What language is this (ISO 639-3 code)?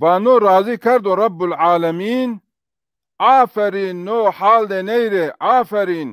zza